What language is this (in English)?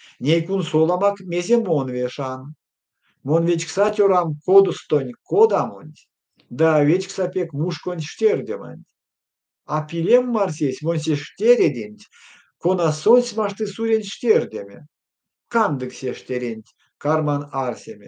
Erzya